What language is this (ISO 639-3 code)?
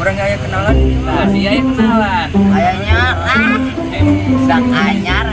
sun